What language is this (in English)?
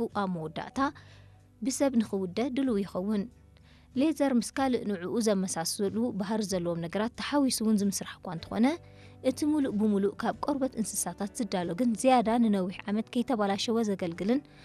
Tigrinya